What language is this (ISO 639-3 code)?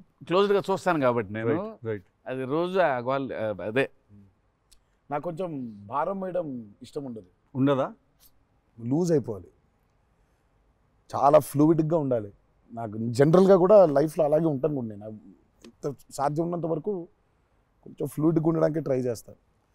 tel